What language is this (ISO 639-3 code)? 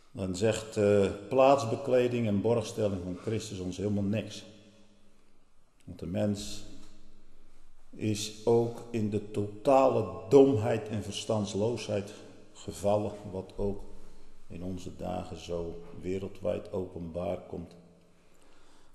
nld